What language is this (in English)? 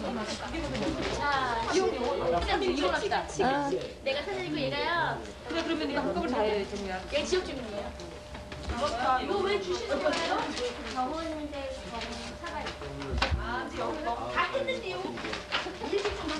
Korean